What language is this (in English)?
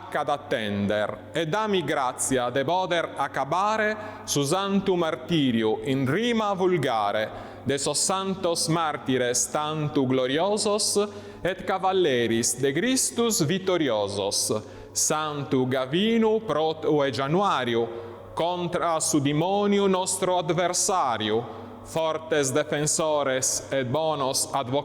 Sardinian